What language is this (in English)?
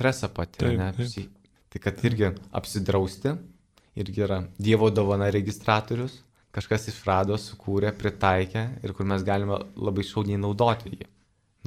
Lithuanian